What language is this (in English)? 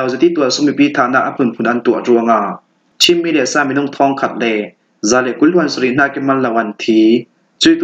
Falam Chin